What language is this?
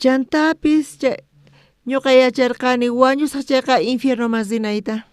South Bolivian Quechua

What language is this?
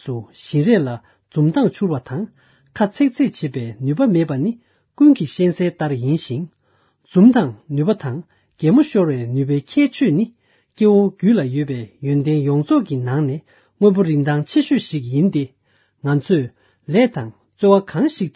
Tibetan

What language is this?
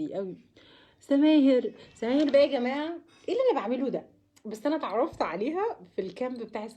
Egyptian Arabic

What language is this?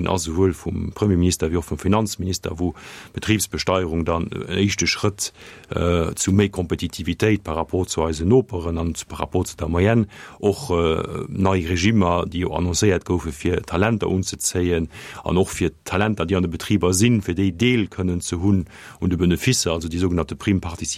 Luxembourgish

